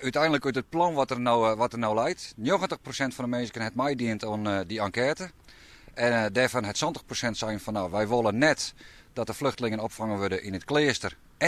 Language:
Western Frisian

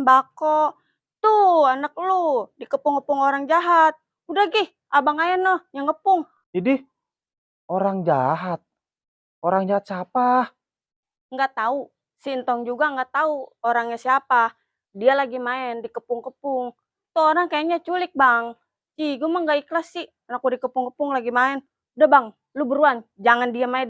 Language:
Betawi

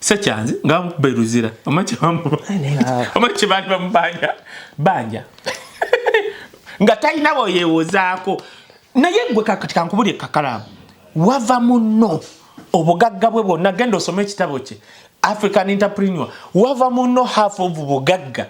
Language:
Ganda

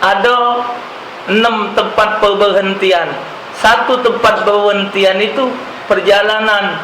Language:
Musi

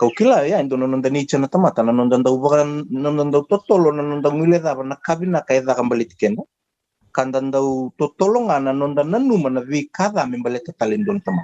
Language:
Fijian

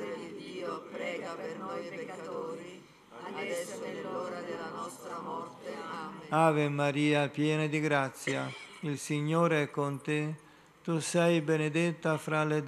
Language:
Italian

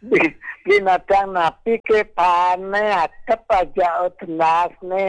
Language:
Balinese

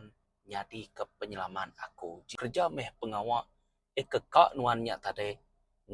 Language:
Iban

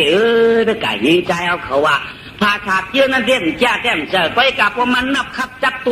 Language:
Shan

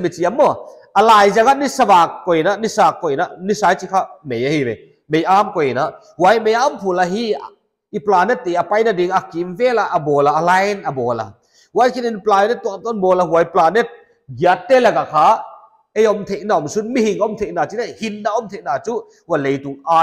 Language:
Paite Chin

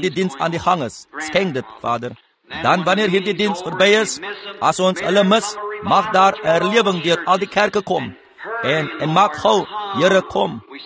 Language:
Afrikaans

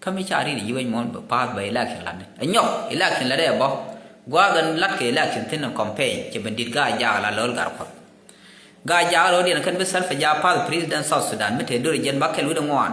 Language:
Nuer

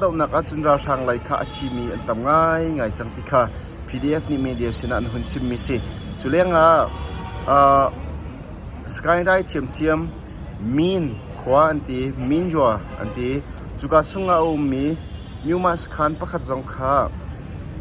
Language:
Hakha Chin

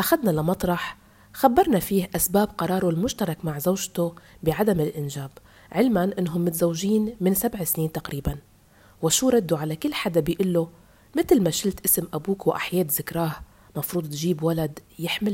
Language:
North Levantine Arabic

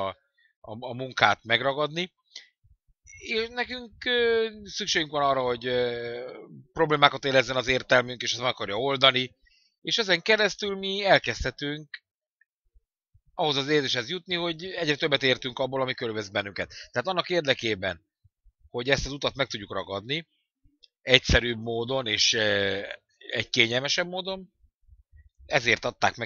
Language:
Hungarian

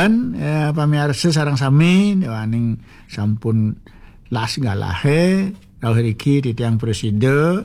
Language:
Balinese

